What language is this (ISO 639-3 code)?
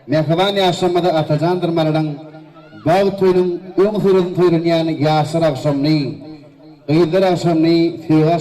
tuk